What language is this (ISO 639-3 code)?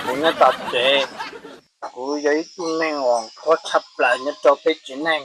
hmn